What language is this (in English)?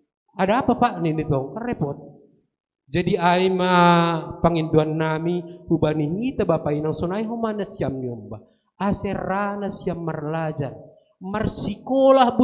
Batak Simalungun